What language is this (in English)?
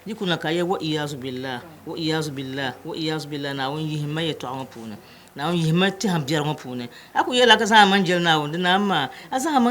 Dagbani